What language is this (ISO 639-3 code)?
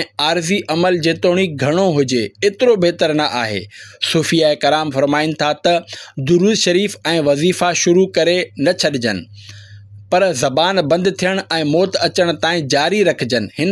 snd